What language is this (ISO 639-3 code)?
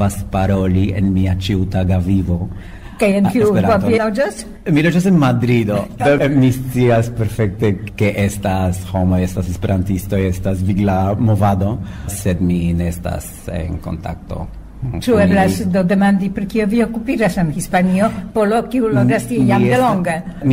epo